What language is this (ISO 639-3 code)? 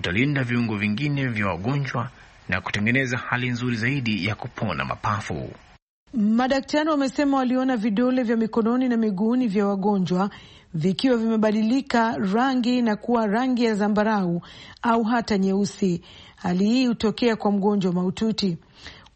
swa